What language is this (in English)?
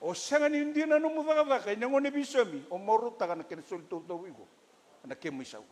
Fijian